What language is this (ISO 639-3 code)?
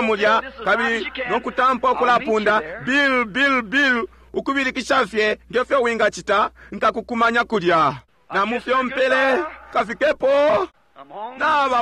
bem